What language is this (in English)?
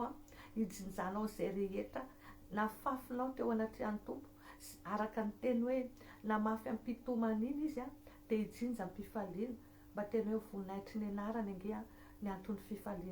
Malagasy